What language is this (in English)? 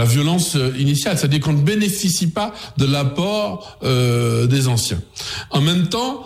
French